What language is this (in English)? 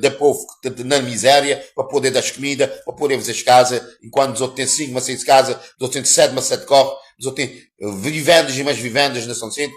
Kabuverdianu